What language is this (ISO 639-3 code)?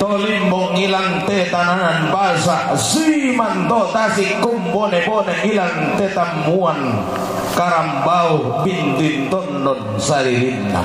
sda